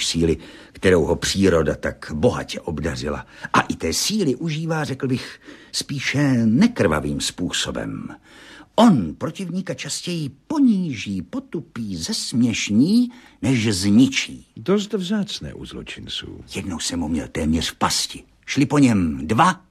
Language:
Czech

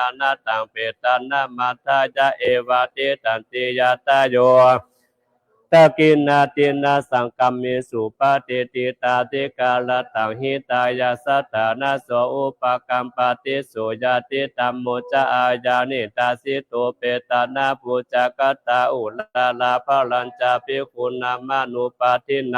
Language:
Pali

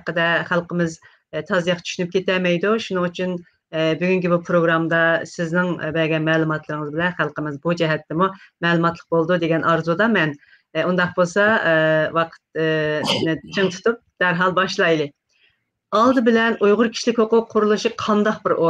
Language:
Uyghur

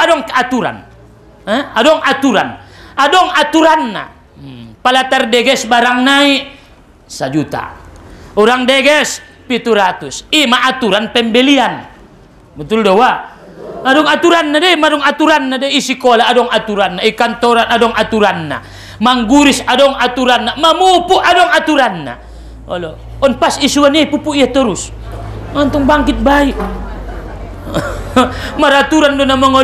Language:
Batak Mandailing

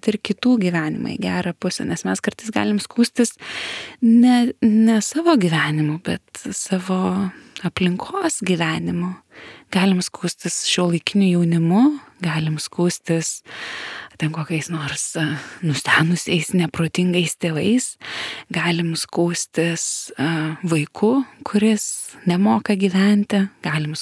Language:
Lithuanian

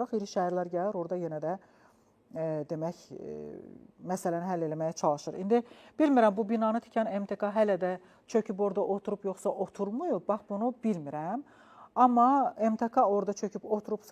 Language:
Azerbaijani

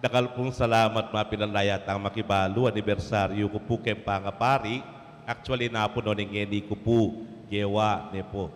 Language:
Pampanga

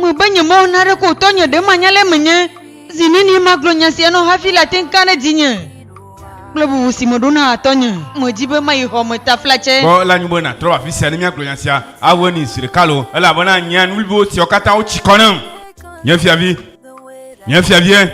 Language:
Ewe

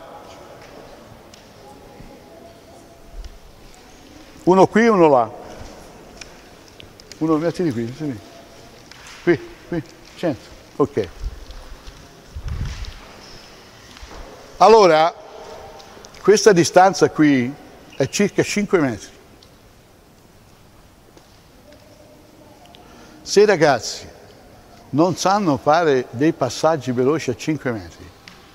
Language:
Italian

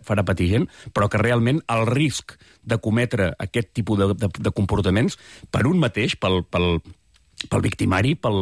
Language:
Catalan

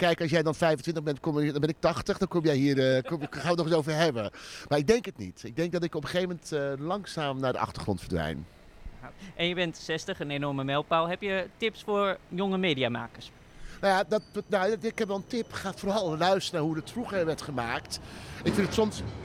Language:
Dutch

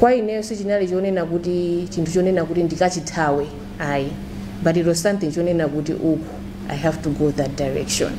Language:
Nyanja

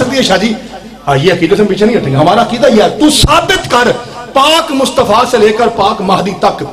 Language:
Urdu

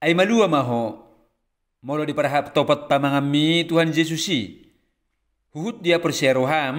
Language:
Batak Toba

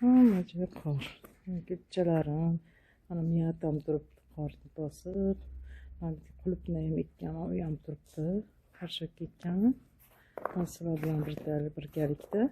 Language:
Uzbek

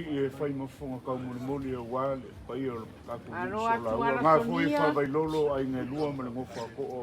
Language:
Samoan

